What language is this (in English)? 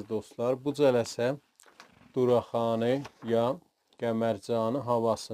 South Azerbaijani